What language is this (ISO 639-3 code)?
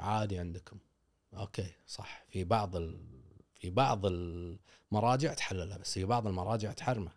afb